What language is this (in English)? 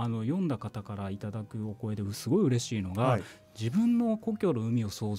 Japanese